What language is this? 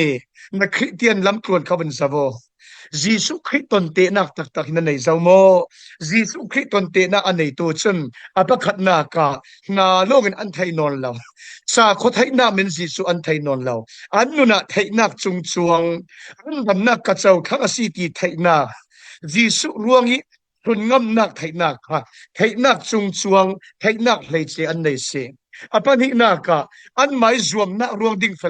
Falam Chin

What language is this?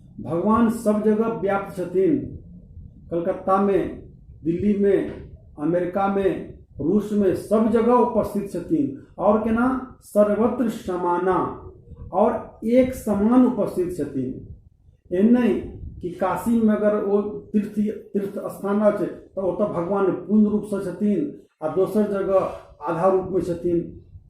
Maithili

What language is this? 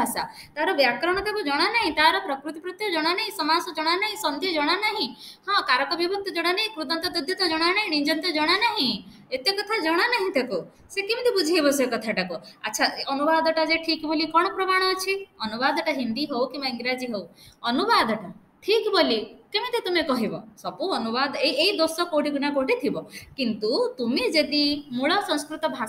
Odia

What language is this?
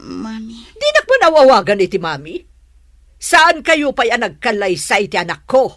Iloko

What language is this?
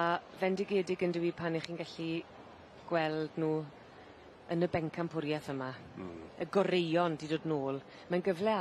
Welsh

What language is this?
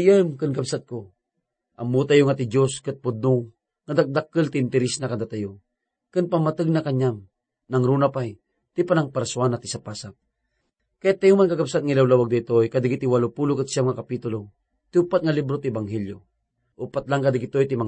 Iloko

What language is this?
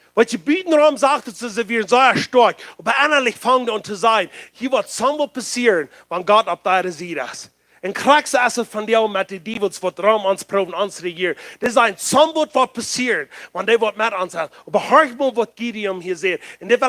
Plautdietsch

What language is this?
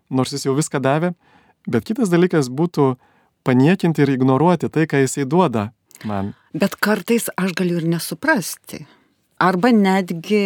Lithuanian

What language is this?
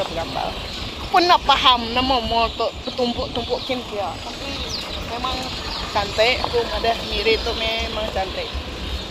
Iban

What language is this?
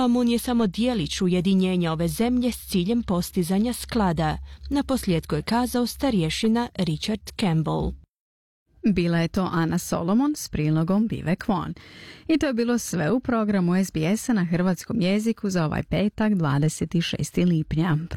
Croatian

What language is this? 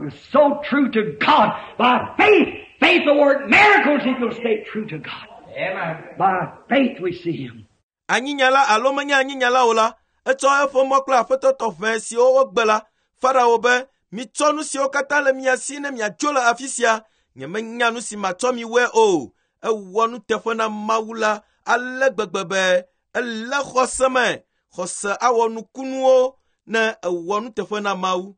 Ewe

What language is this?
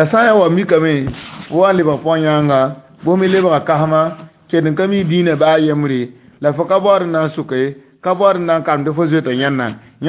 Mossi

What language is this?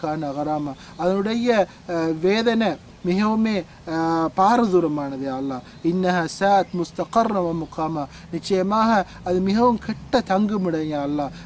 Tamil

